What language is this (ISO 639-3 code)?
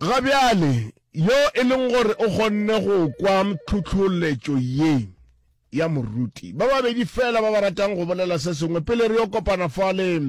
nso